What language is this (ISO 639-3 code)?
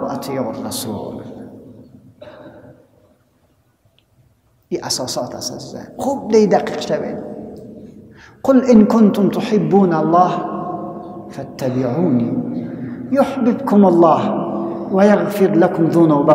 fas